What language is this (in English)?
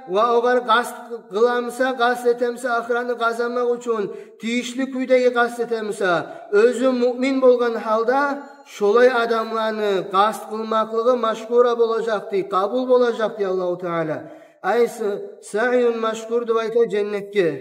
Kumyk